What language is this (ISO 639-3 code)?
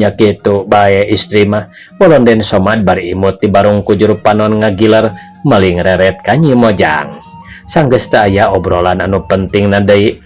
sun